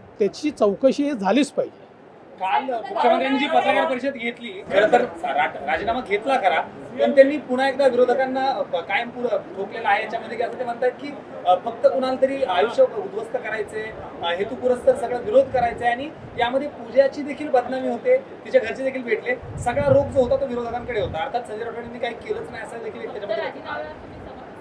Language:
Marathi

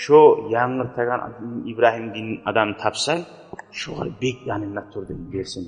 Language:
Kumyk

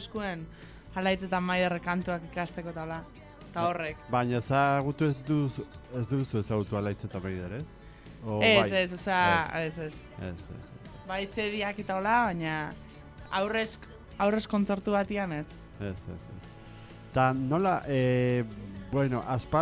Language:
Basque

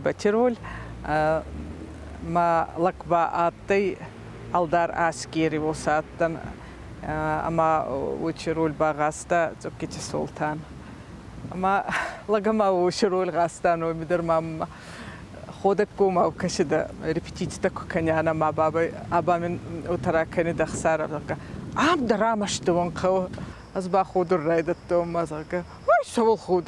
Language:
Ossetic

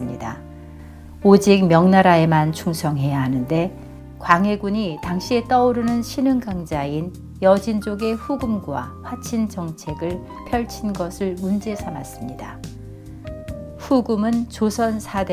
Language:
Korean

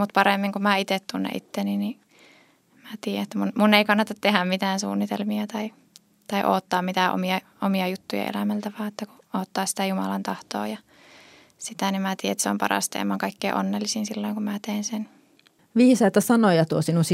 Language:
Finnish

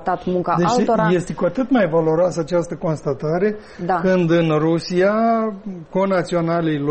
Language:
Romanian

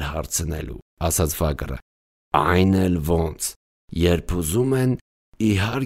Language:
Armenian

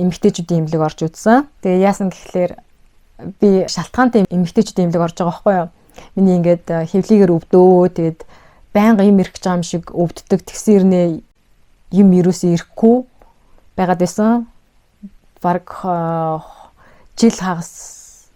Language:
Mongolian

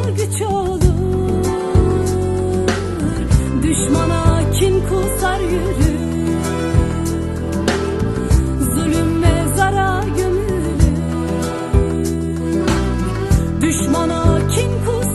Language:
Turkish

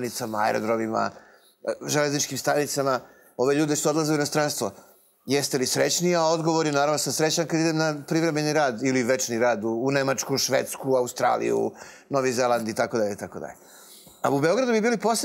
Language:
Serbian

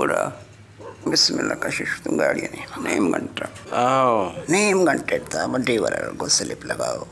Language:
Baluchi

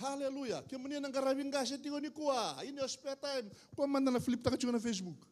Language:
Fijian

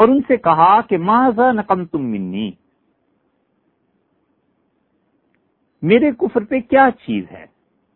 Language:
Urdu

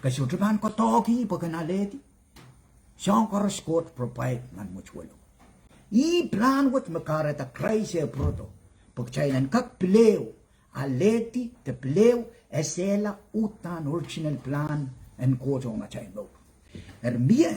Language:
Pohnpeian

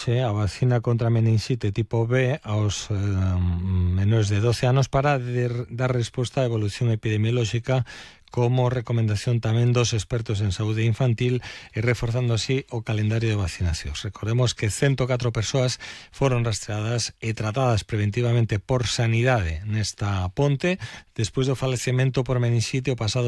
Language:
Galician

